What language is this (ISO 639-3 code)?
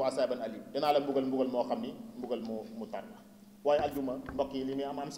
wol